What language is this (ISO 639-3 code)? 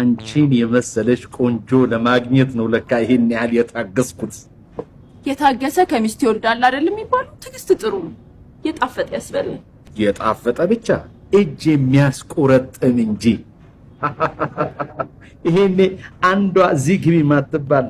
amh